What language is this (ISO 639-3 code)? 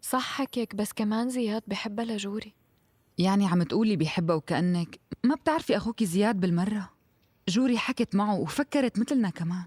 apc